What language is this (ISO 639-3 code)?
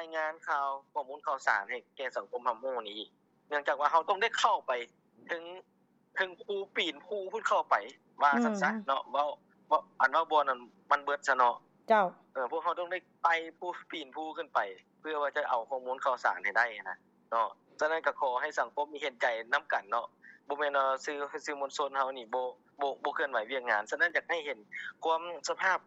lao